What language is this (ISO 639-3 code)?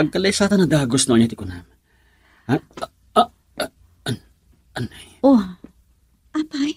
ilo